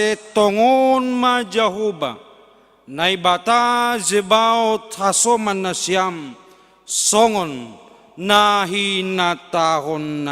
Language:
Batak Simalungun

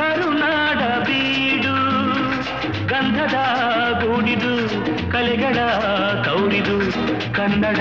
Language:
Kannada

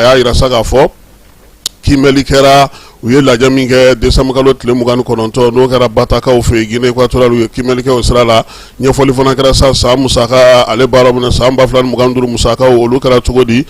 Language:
Bambara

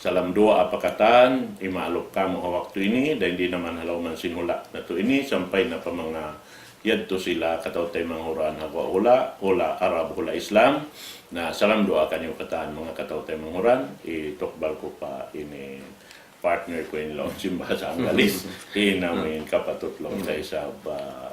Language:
Tausug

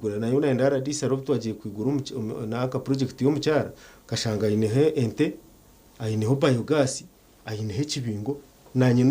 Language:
Nyankole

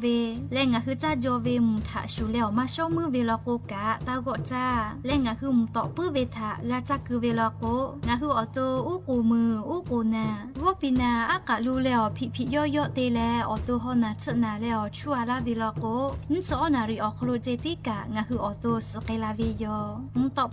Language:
Lahu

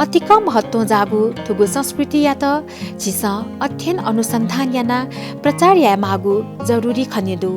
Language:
Newari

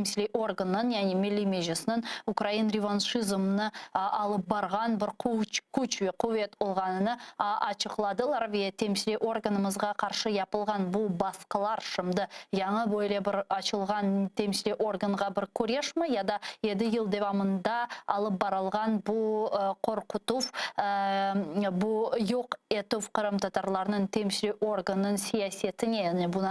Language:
Crimean Tatar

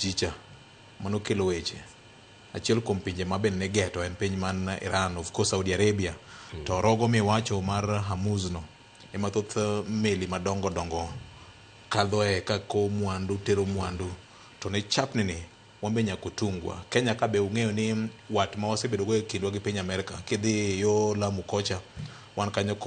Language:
Luo (Kenya and Tanzania)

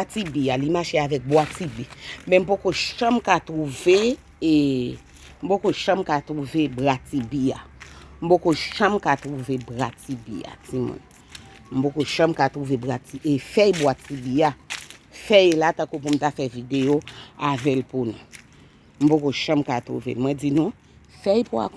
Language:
Haitian Creole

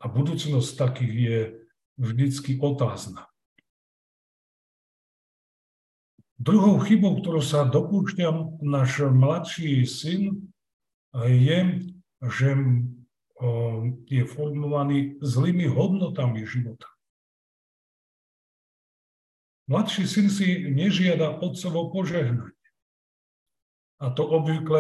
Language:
Slovak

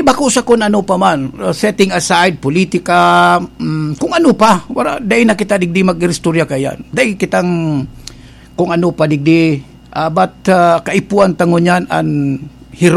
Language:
Bikol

